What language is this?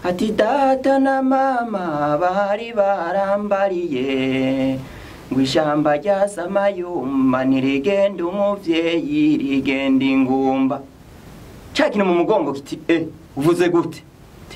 Rundi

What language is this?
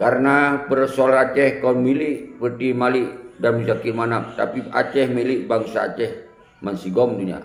Achinese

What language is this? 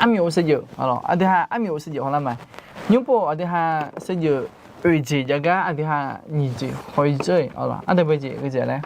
Akha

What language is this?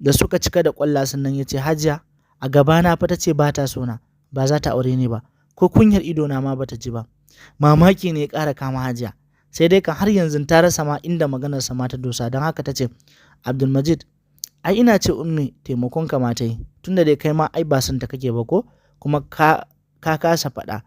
Hausa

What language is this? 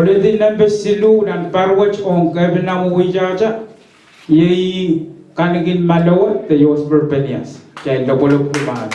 Pohnpeian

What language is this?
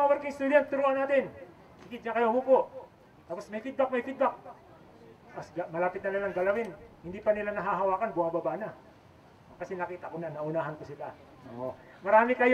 Filipino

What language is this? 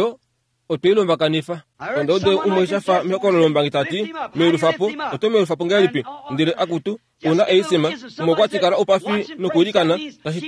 Kuanyama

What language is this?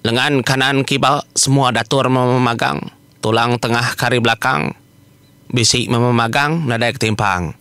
Iban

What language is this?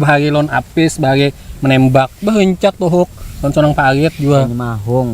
Banjar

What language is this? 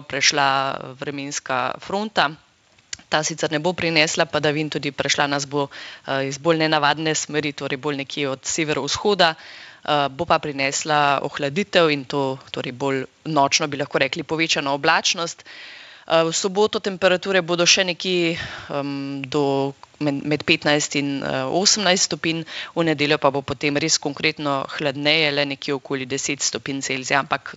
Slovenian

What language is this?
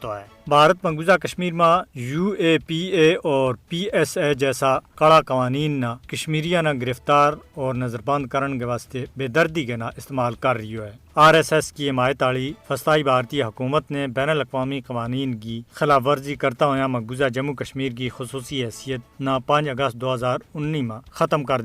Gujari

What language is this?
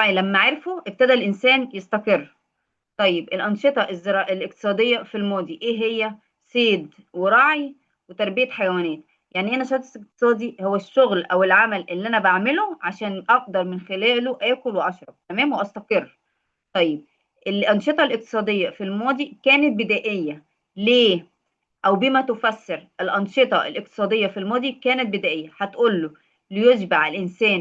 Egyptian Arabic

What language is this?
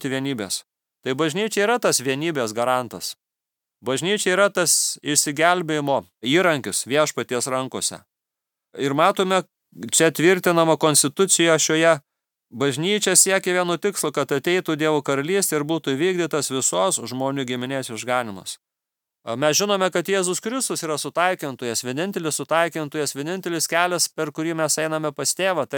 Lithuanian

